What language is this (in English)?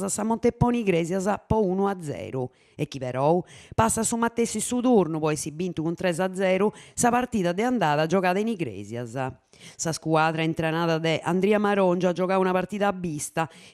Sardinian